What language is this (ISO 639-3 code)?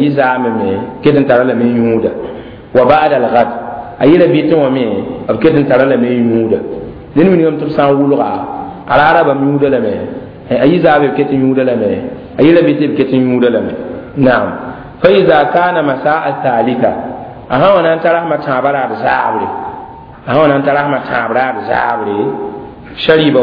mos